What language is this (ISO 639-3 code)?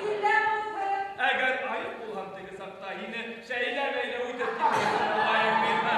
bak